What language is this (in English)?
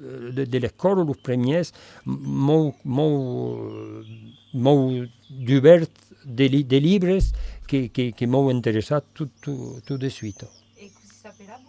Occitan